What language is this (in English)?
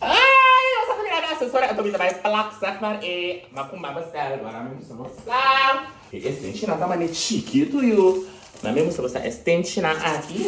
Papiamento